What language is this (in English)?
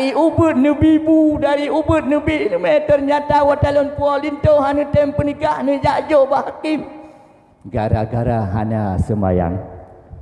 Achinese